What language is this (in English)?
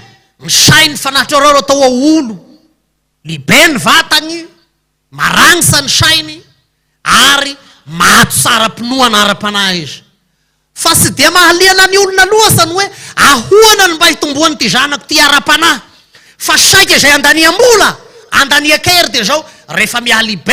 Malagasy